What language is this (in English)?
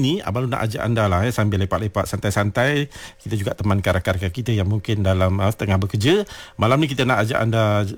Malay